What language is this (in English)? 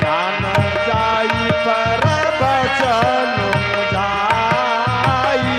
Maithili